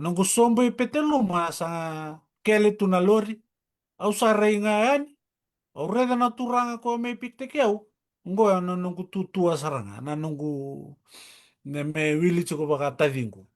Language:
Fijian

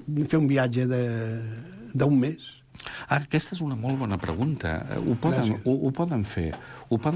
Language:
Catalan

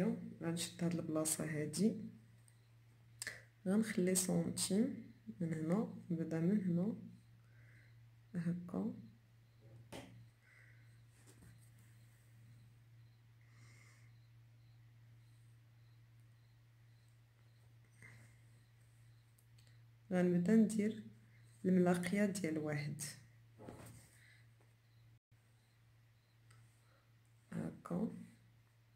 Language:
Moroccan Arabic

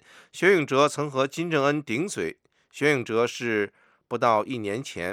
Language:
Chinese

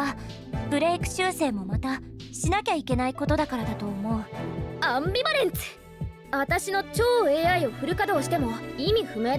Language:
Japanese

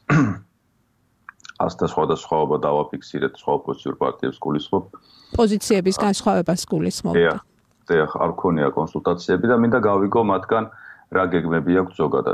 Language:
Georgian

